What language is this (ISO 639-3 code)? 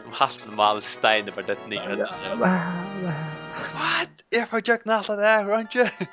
fao